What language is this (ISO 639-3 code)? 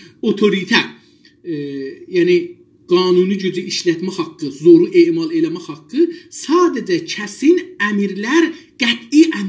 azb